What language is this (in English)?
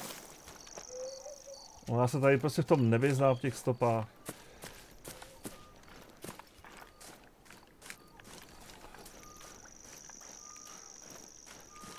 Czech